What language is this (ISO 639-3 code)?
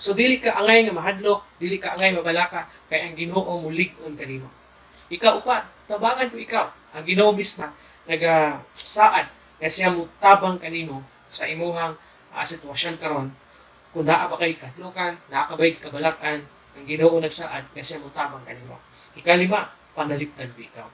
ceb